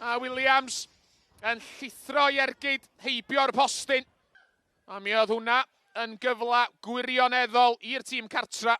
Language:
Welsh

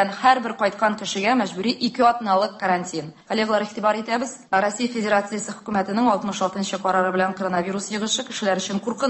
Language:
Tatar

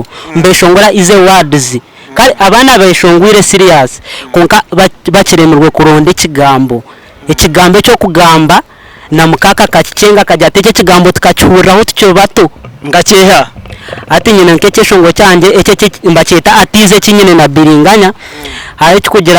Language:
Nyankole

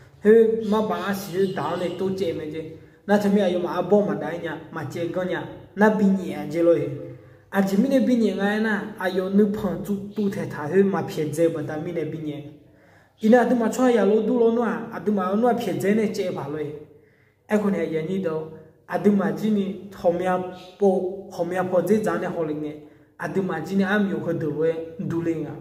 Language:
Akha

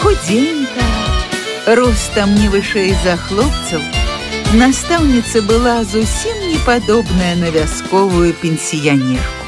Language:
Belarusian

